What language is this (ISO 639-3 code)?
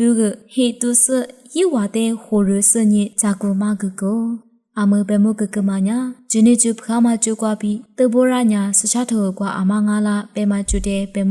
lis